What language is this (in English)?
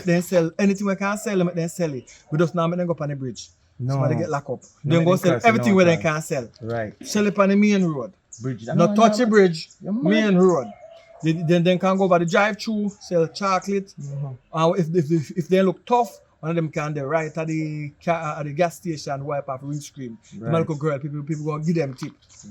Jamaican Creole English